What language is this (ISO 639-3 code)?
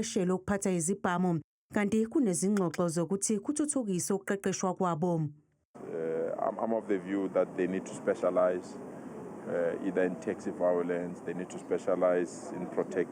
zul